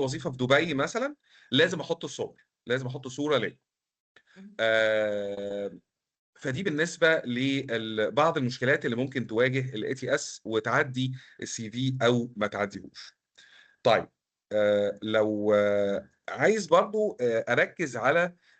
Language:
Egyptian Arabic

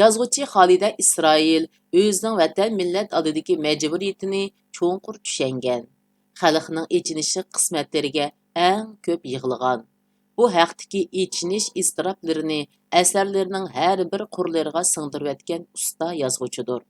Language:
Uyghur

